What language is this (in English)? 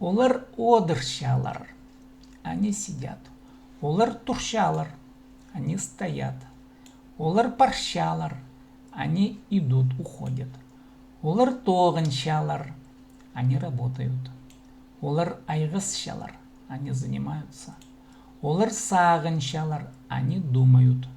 Khakas